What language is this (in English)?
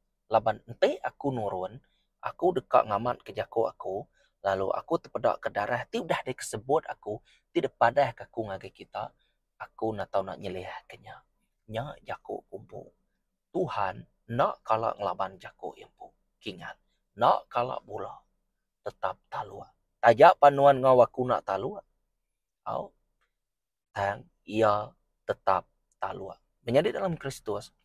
Iban